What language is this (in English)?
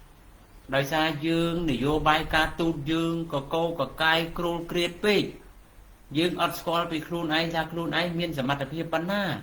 Khmer